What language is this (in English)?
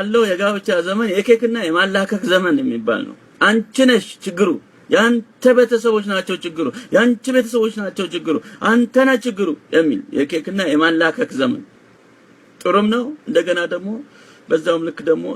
Amharic